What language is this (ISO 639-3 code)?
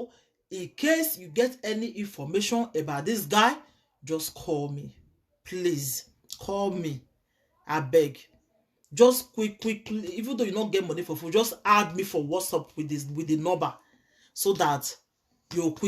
pcm